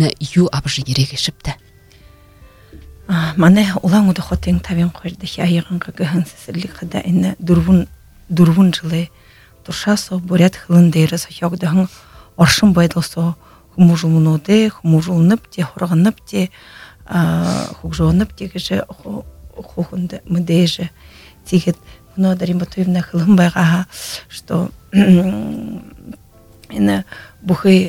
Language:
Buriat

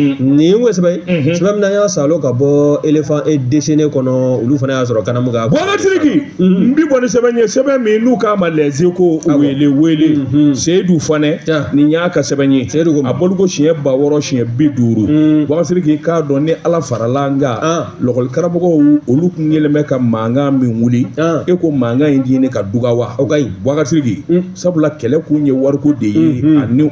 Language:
Bambara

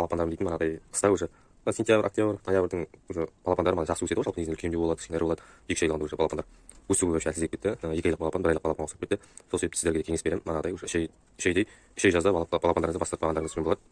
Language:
Kazakh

